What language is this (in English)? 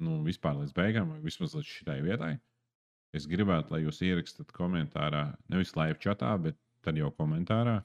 Latvian